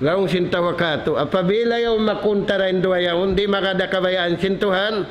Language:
Tausug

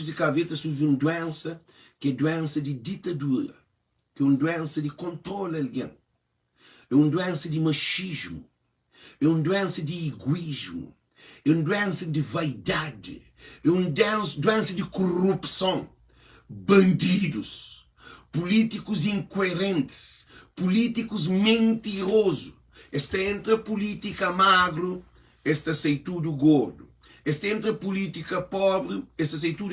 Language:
Kabuverdianu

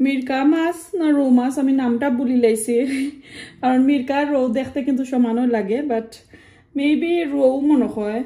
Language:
Sylheti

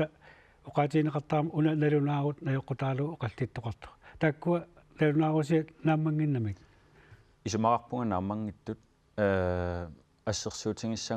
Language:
Kalaallisut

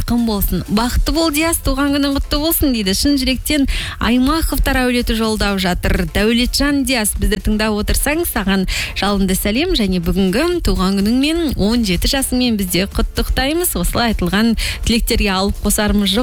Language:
Kazakh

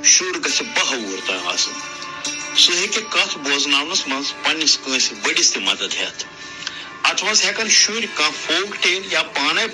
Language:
Kashmiri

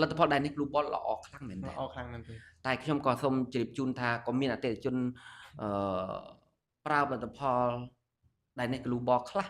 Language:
Khmer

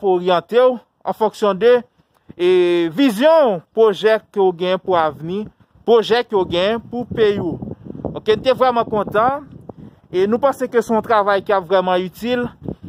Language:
Haitian Creole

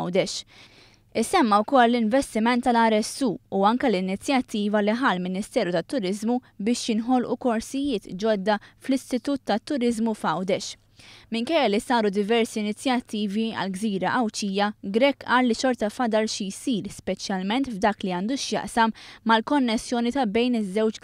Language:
Maltese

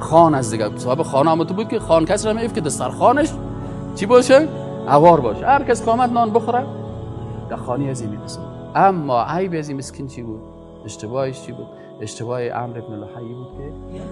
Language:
Persian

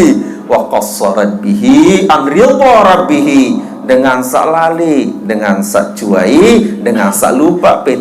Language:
Sasak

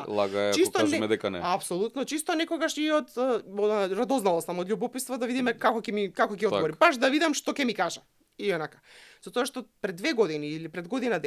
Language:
Macedonian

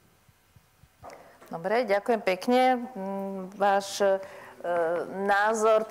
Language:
Slovak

